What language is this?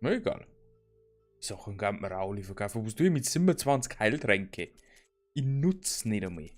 Bavarian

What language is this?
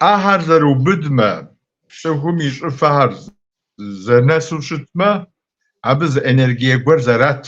Kabardian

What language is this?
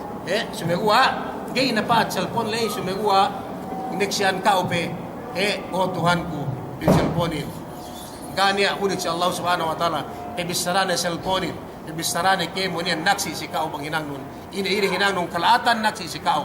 Yakan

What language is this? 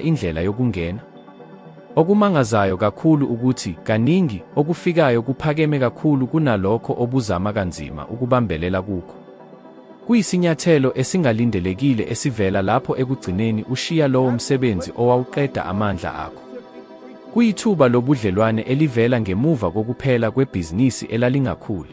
Zulu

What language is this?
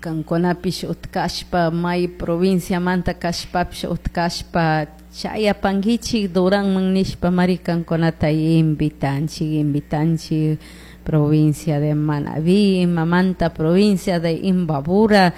Chimborazo Highland Quichua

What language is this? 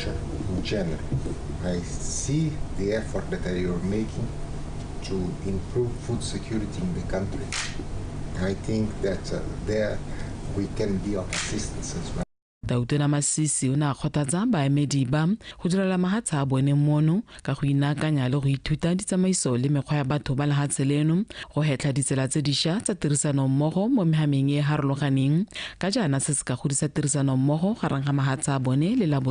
Tswana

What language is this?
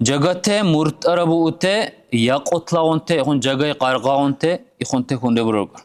Dargwa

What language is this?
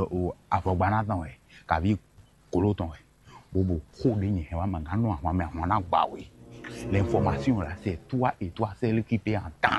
Fon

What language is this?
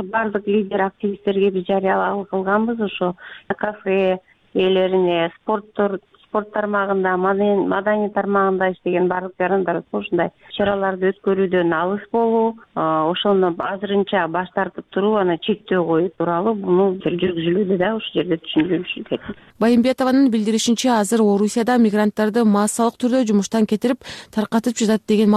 Kyrgyz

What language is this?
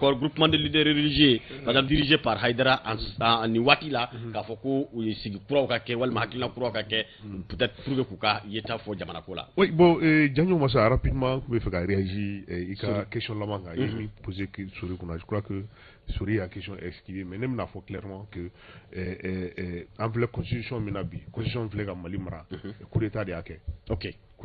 Bambara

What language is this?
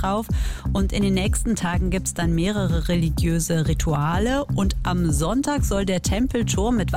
German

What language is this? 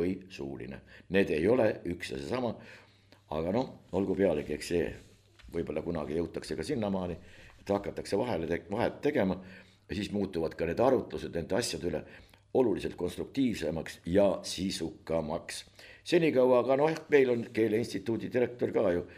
Estonian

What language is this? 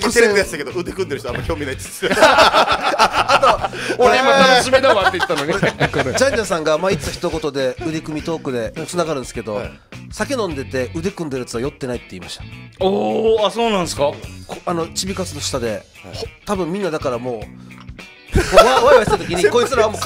Japanese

